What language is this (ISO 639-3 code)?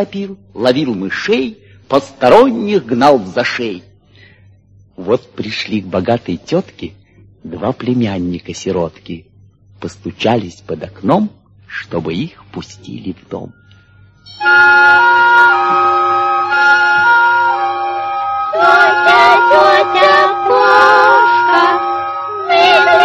rus